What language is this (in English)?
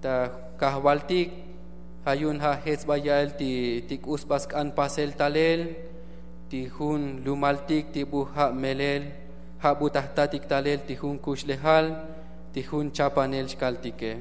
Tzotzil